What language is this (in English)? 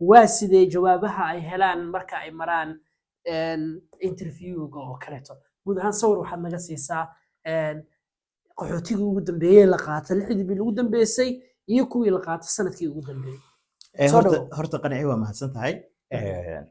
Somali